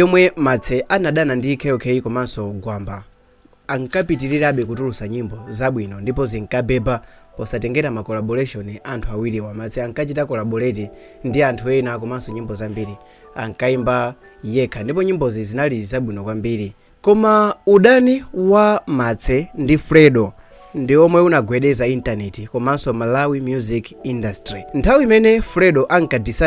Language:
Nyanja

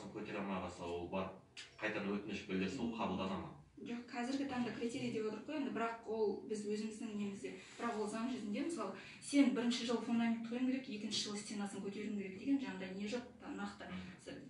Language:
Kazakh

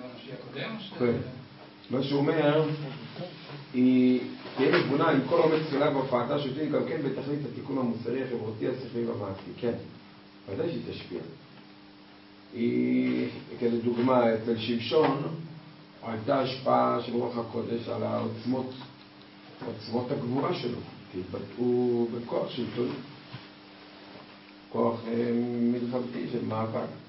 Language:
Hebrew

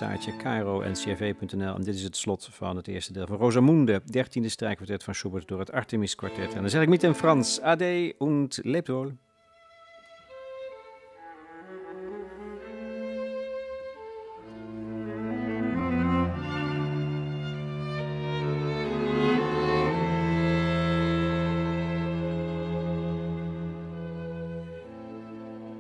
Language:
Dutch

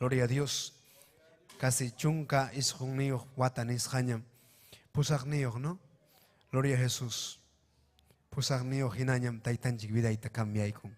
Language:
Ayacucho Quechua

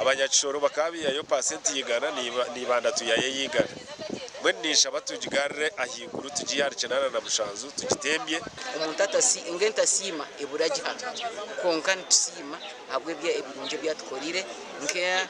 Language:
Nyankole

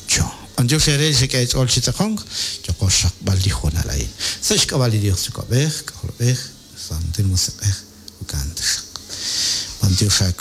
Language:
Kekchí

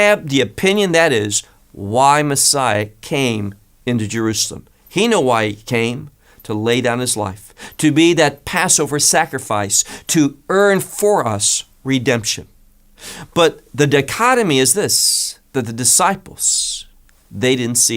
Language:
English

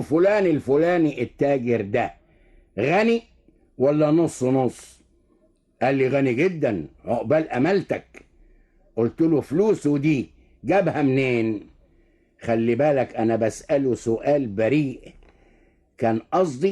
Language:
Egyptian Arabic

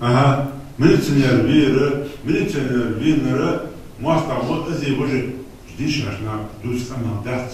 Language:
Ingush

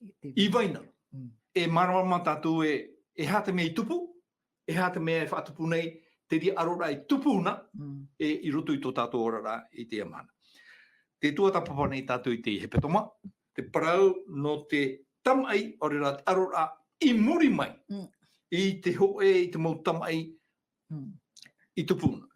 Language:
Tahitian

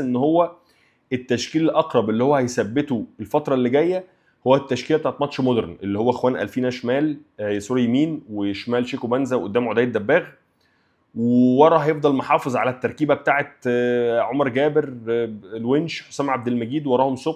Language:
Egyptian Arabic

